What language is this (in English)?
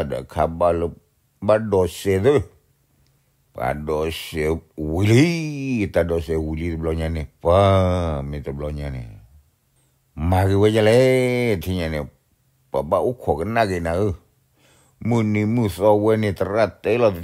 S'gaw Karen